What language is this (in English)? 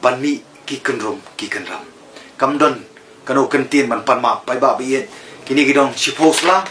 Khasi